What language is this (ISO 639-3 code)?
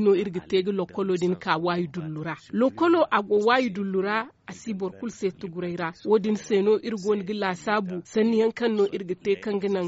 dje